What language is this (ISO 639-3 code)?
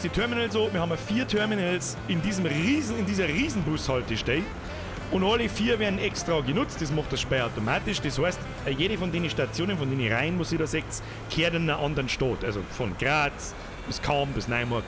bar